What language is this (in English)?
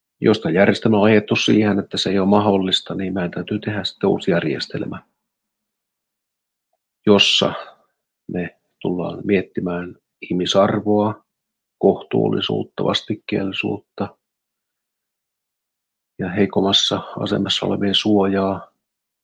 Finnish